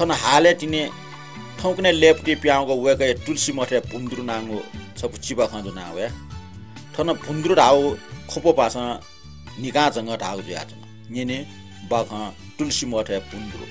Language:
Newari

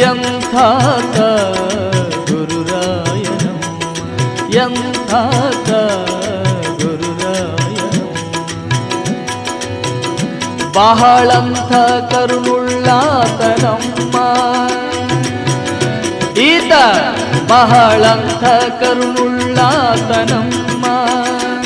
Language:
Kannada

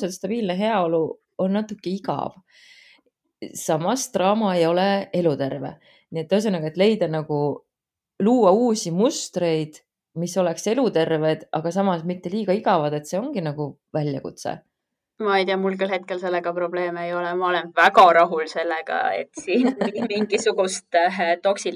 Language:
Estonian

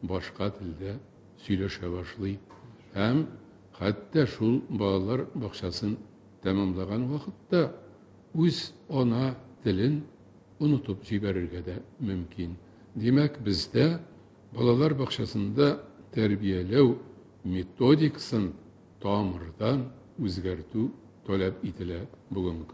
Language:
Tatar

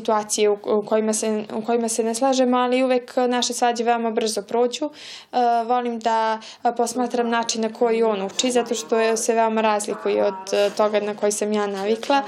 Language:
Serbian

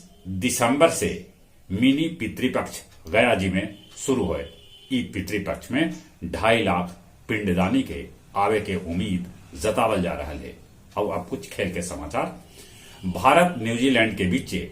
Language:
Magahi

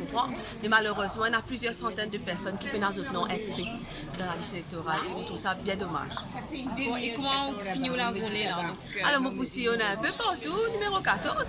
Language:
Morisyen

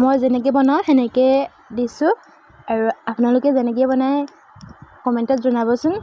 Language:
Assamese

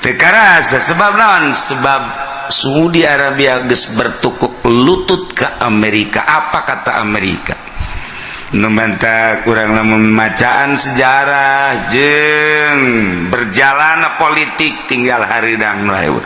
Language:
Sundanese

